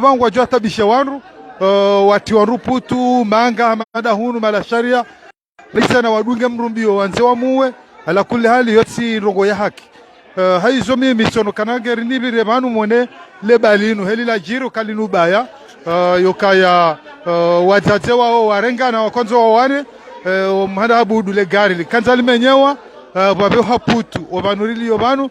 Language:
Ngazidja Comorian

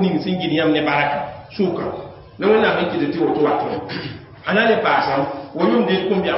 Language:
Mossi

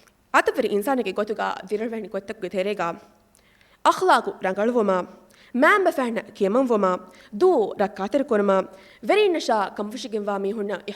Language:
Divehi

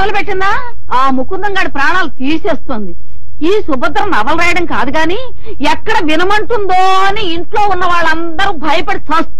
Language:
Telugu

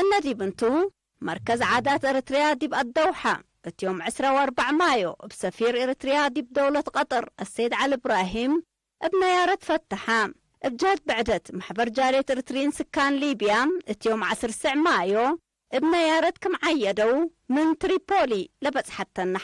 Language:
Tigre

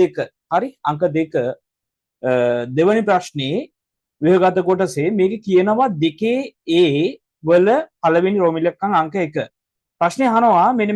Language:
Sinhala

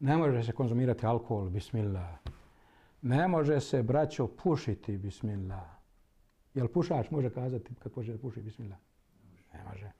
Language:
Bosnian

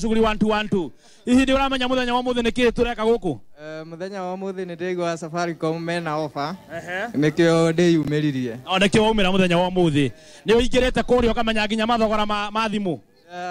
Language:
Kikuyu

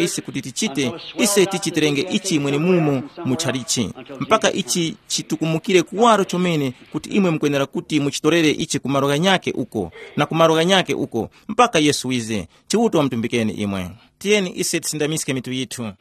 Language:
Tumbuka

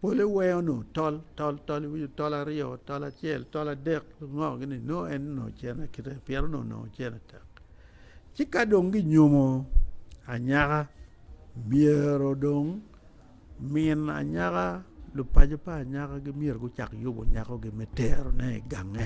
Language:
Acoli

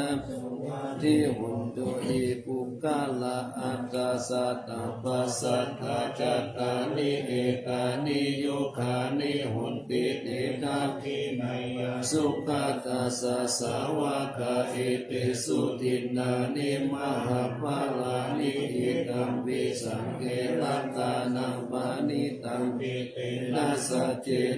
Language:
Pali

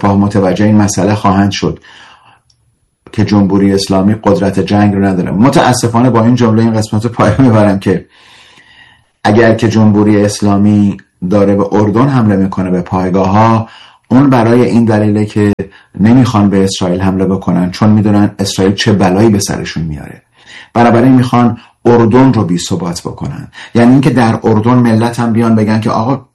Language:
Persian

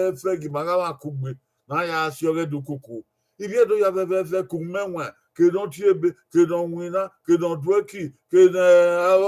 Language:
Bini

